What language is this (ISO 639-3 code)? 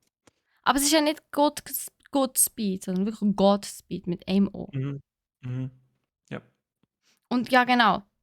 gsw